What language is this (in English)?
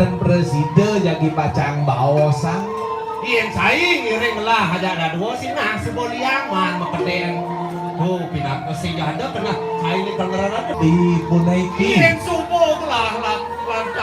Balinese